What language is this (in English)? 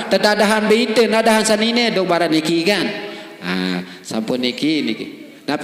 Sasak